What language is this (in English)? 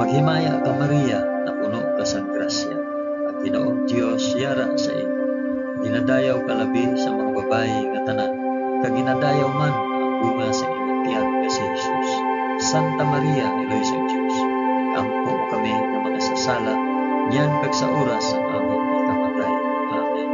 Hiligaynon